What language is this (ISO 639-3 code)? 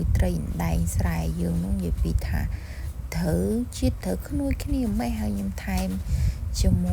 khm